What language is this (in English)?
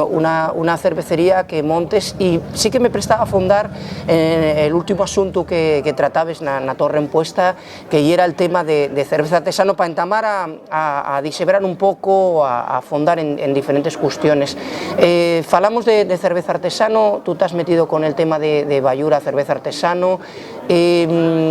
Asturian